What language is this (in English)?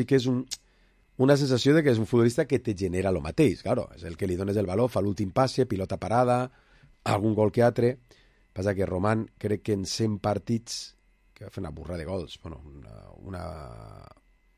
Catalan